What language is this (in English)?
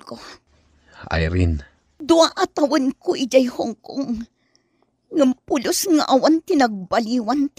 Iloko